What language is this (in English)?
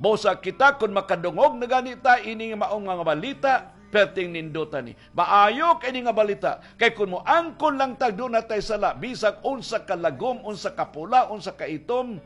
Cebuano